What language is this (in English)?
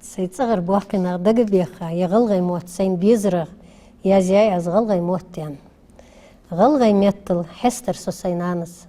Ingush